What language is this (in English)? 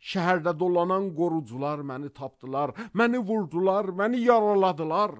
Azerbaijani